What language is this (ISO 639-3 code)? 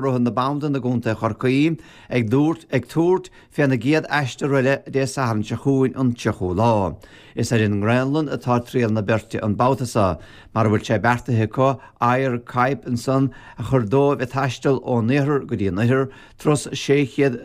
gle